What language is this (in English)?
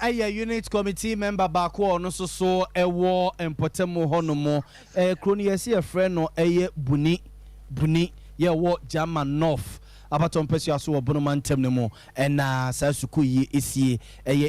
Akan